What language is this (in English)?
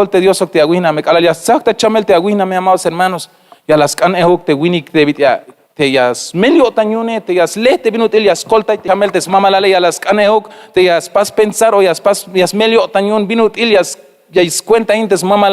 Tzeltal